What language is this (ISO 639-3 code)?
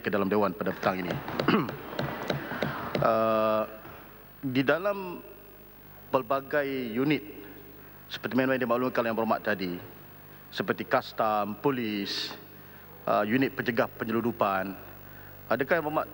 msa